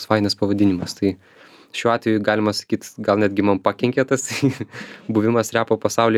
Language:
Lithuanian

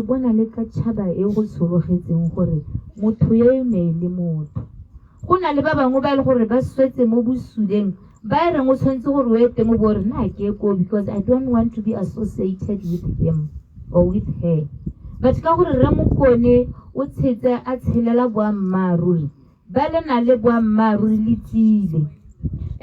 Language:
Tswana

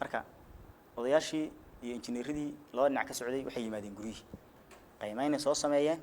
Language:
Somali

